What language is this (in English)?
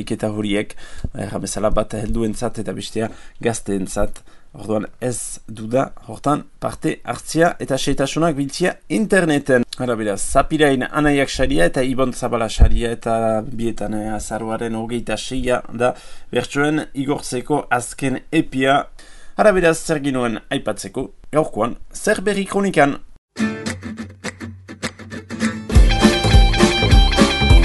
Basque